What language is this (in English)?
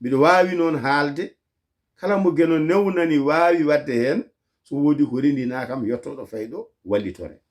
Fula